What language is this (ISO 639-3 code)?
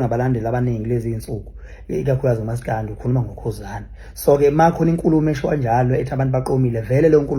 zul